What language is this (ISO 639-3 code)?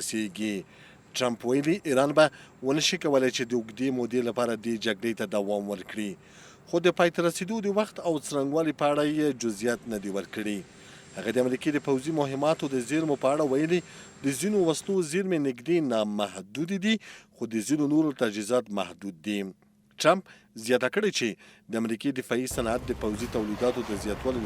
pus